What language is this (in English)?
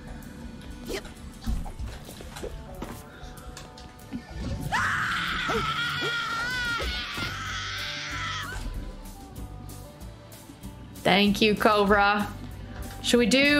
English